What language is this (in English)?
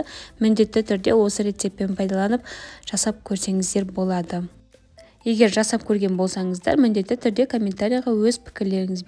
Kazakh